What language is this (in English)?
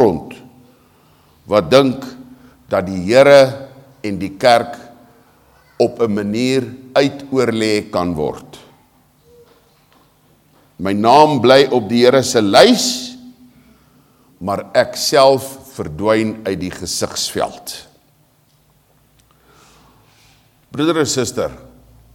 Afrikaans